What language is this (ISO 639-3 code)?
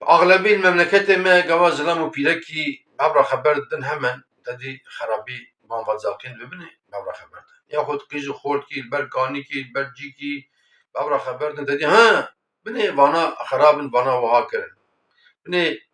kur